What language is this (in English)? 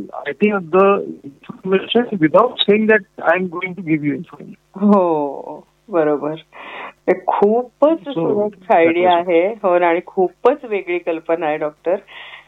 Marathi